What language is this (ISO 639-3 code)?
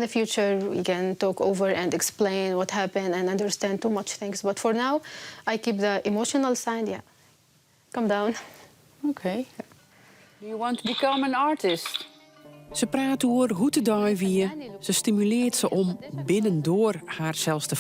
fry